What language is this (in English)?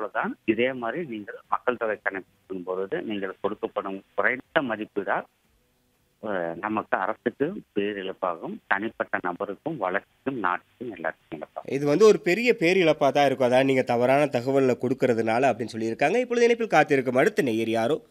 Tamil